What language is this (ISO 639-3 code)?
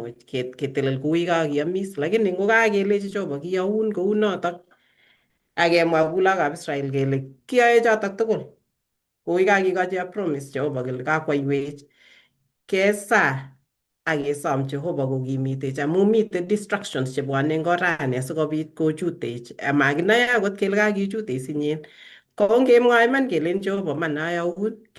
kln